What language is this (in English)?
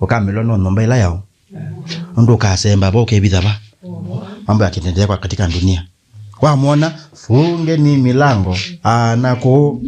Kamba